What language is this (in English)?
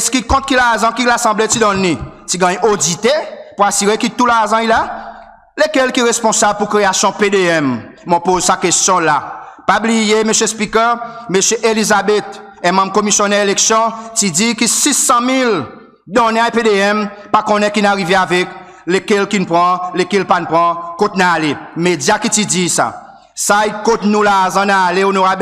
Seselwa Creole French